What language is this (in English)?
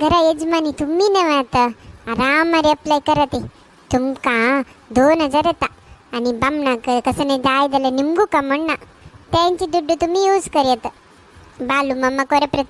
Konkani